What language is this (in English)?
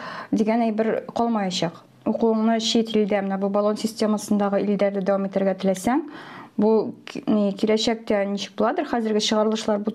Tatar